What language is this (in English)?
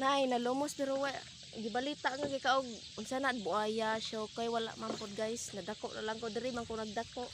Cebuano